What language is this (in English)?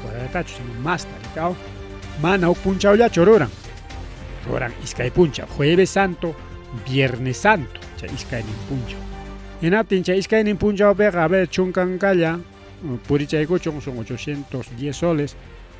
Ayacucho Quechua